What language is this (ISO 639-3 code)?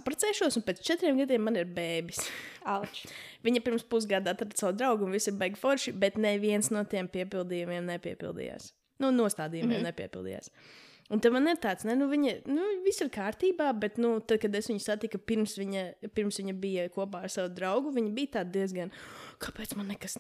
lav